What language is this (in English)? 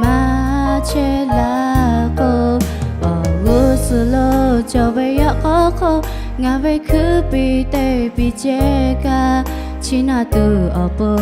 Lahu